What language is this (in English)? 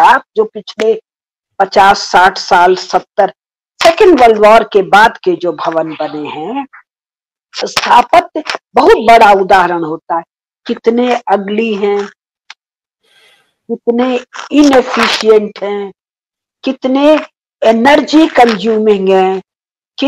Hindi